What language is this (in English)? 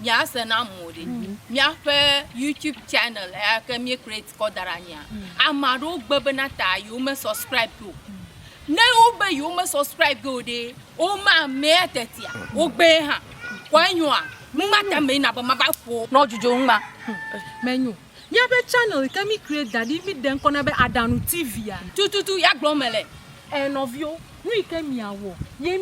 Ewe